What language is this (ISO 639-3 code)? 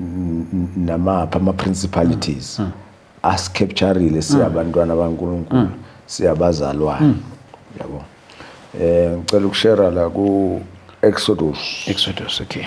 zul